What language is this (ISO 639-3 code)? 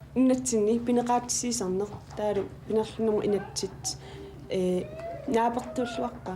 kal